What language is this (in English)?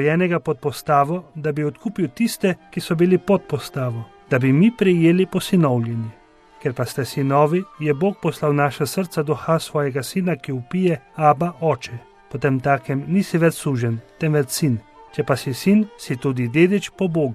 Slovenian